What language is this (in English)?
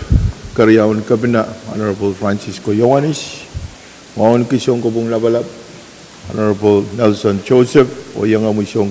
Pohnpeian